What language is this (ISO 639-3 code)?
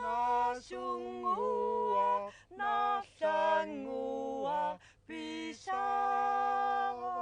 kal